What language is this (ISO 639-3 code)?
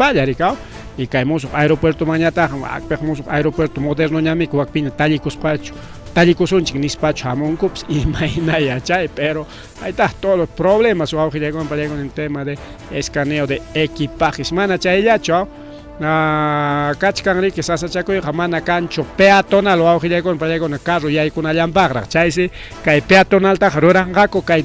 quy